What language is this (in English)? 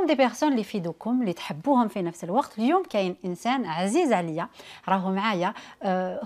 Algerian Arabic